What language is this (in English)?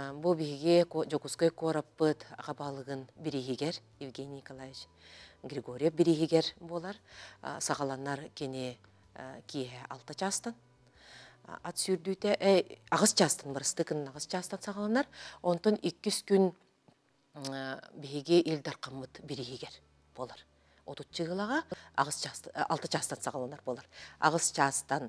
Yakut